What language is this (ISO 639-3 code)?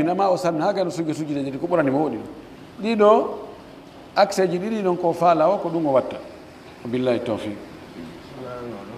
fuf